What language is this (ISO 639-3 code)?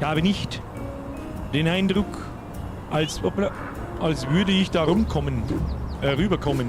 bar